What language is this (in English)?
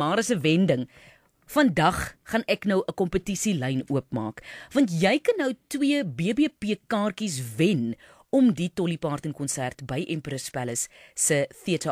Afrikaans